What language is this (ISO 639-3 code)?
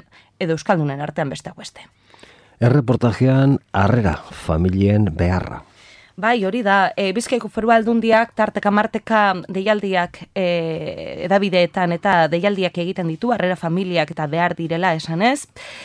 eus